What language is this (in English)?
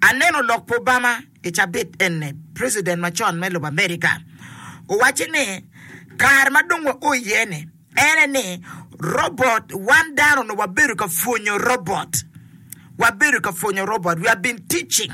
Acoli